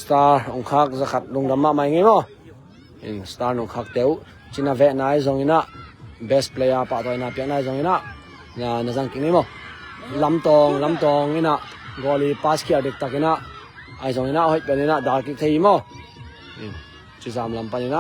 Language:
Tedim Chin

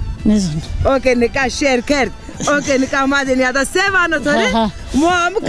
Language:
Zaza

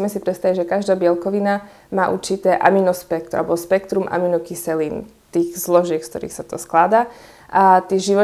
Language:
Slovak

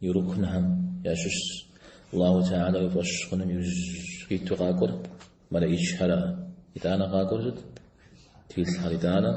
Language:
Kabardian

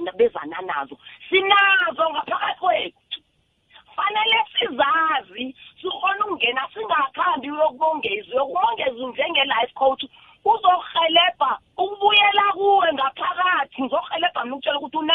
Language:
South Ndebele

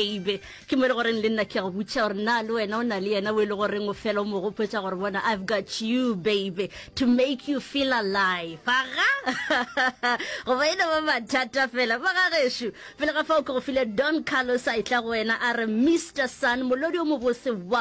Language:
Northern Sotho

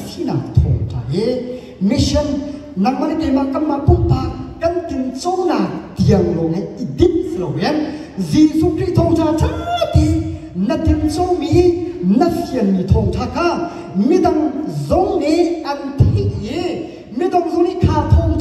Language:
Hakha Chin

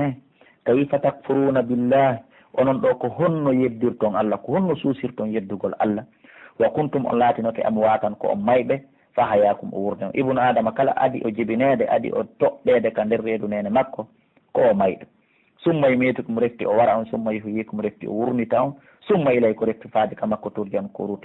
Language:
Pular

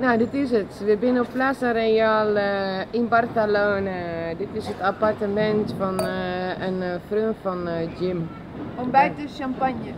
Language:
Western Frisian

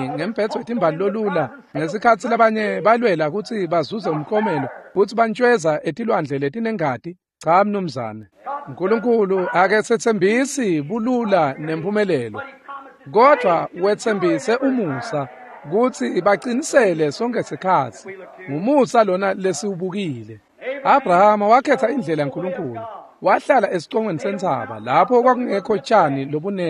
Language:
Swati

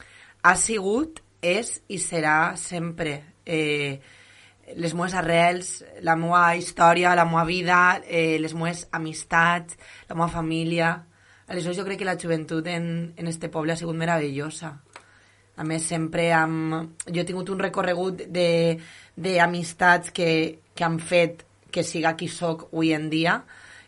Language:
Catalan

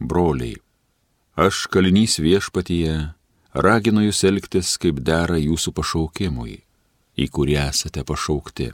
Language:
Lithuanian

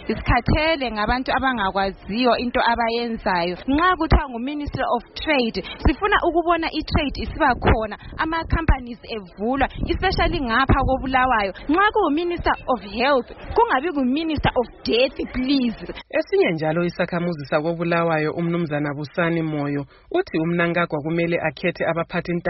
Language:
North Ndebele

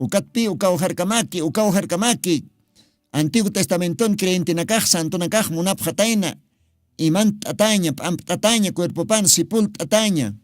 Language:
Aymara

